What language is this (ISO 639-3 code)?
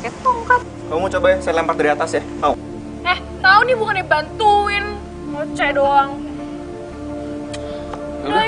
ind